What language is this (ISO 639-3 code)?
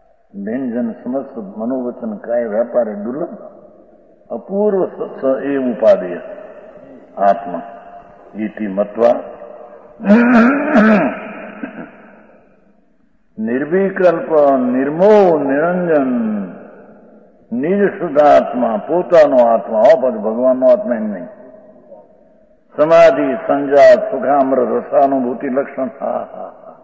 guj